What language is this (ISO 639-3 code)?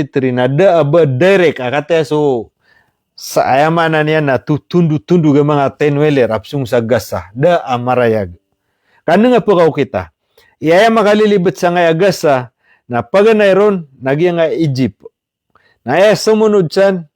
mrw